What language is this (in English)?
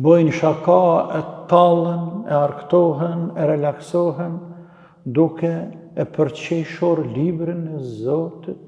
Albanian